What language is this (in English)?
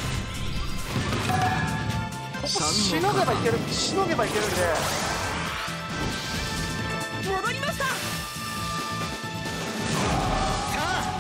Japanese